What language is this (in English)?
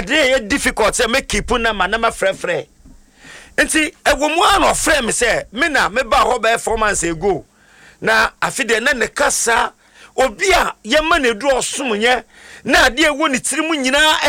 Akan